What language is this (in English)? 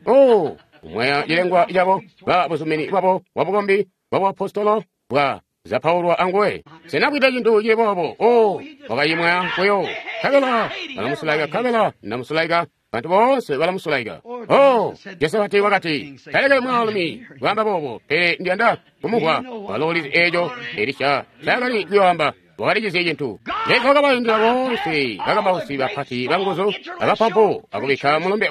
Tonga (Zambia)